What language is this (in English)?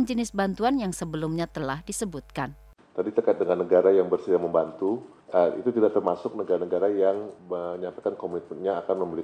Indonesian